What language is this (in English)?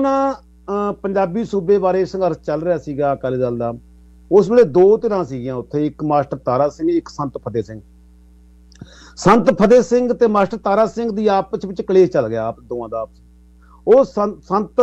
Punjabi